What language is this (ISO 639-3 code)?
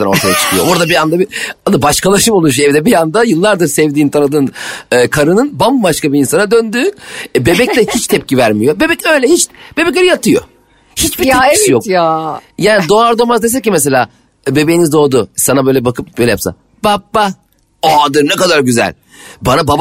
tur